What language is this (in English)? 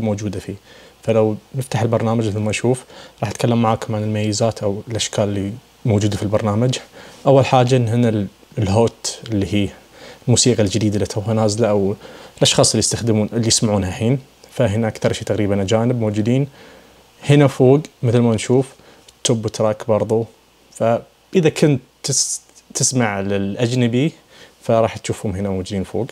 Najdi Arabic